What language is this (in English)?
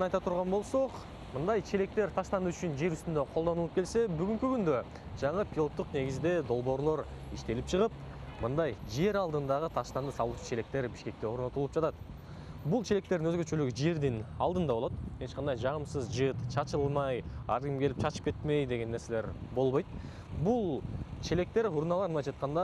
Kyrgyz